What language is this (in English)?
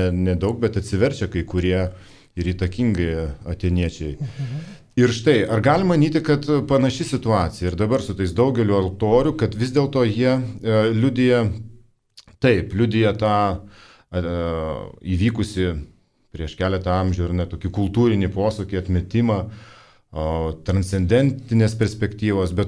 Lithuanian